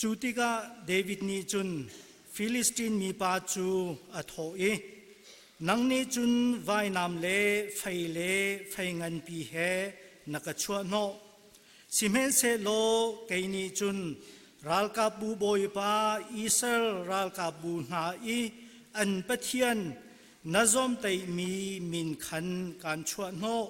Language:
Hakha Chin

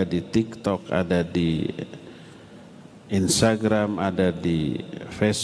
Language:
Indonesian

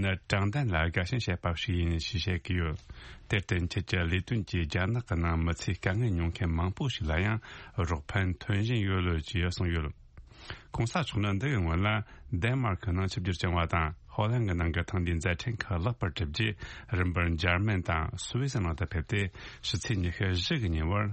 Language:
Tibetan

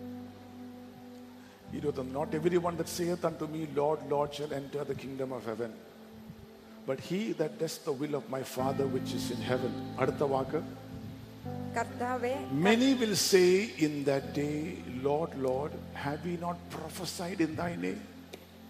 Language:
Malayalam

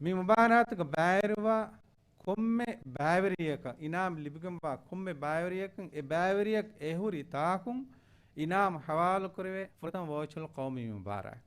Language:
Divehi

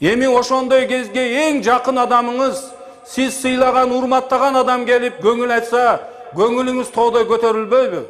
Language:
Kyrgyz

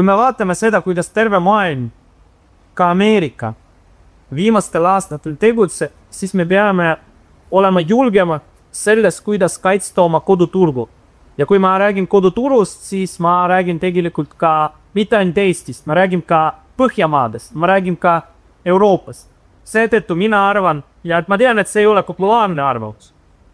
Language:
Estonian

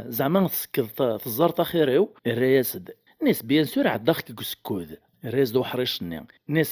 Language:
Kabyle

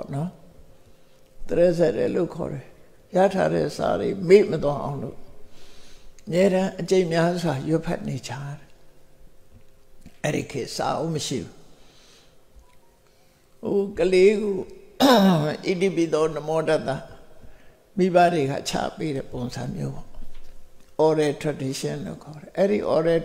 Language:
Burmese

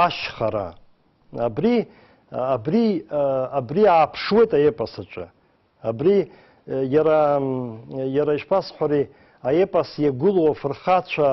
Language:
Abkhazian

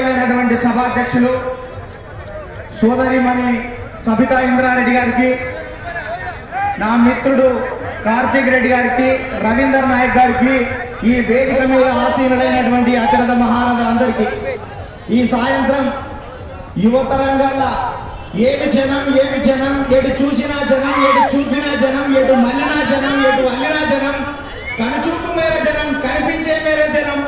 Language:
Telugu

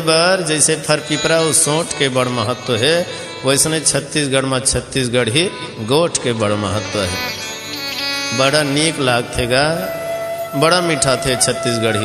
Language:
Chhattisgarhi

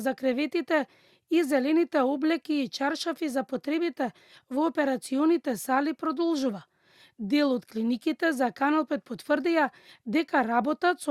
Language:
Macedonian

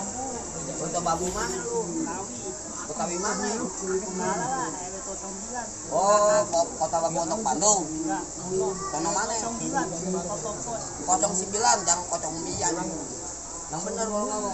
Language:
Betawi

